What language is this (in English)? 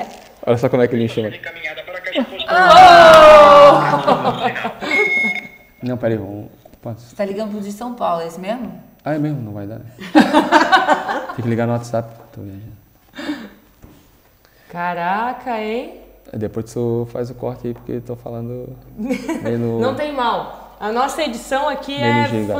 Portuguese